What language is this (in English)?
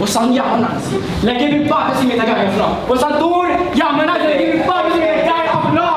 Papiamento